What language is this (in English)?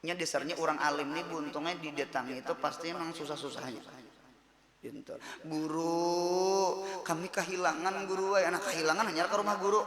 Banjar